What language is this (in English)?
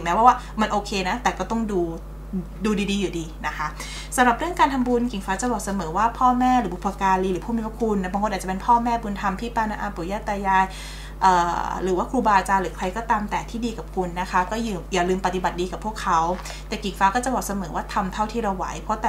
Thai